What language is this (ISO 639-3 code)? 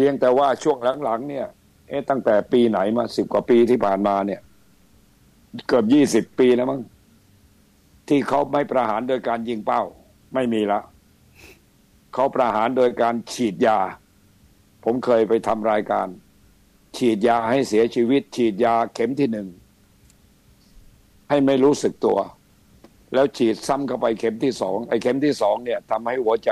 tha